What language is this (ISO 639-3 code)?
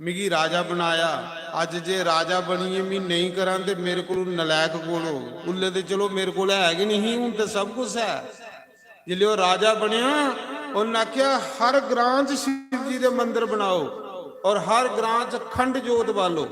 doi